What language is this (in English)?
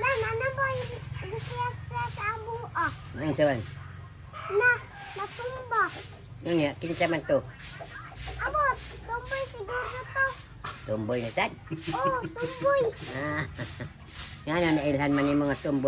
Cebuano